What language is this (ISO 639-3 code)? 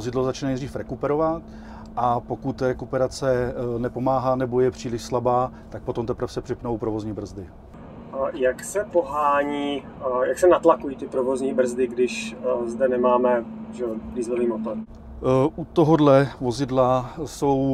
ces